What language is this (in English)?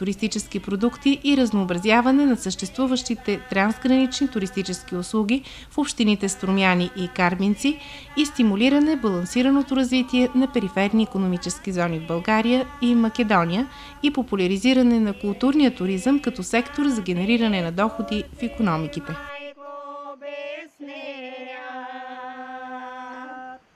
Bulgarian